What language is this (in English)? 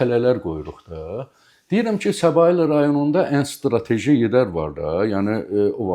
Azerbaijani